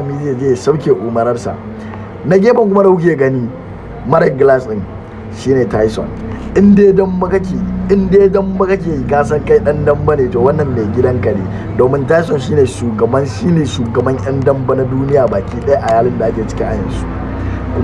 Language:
Hausa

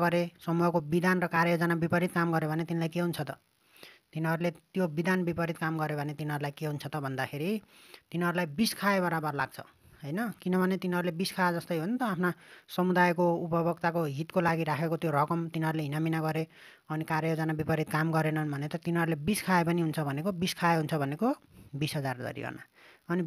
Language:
Nepali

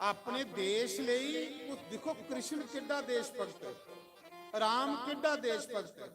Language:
Dogri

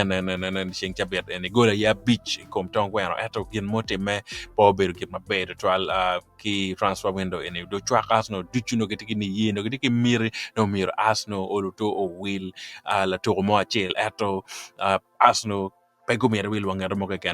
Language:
Acoli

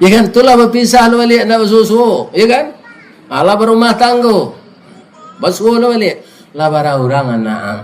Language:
Minangkabau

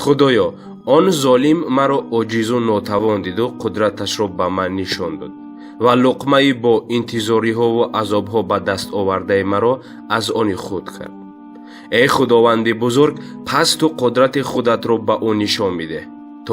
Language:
Tajik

